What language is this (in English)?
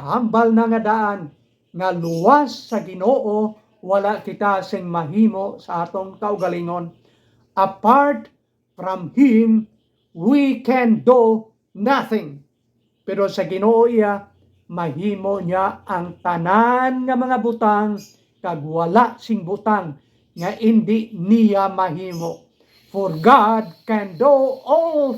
Hiligaynon